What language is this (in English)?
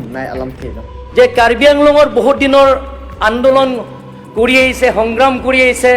Karbi